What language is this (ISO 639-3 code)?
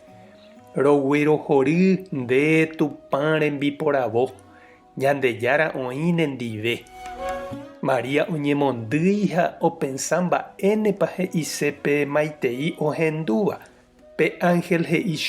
grn